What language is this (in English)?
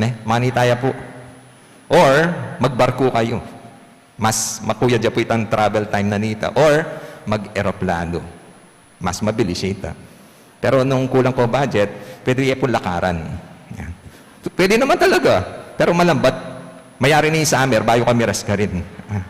Pampanga